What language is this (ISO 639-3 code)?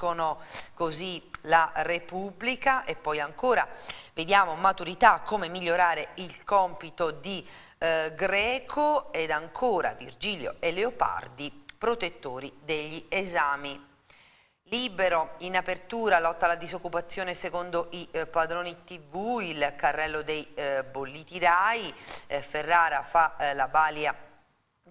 ita